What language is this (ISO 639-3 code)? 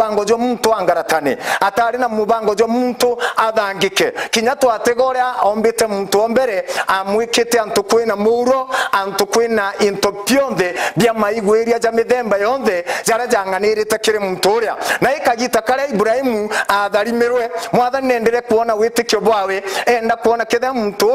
mer